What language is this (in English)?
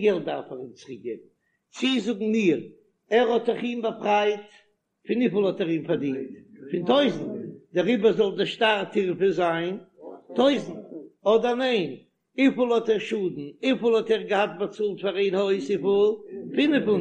Yiddish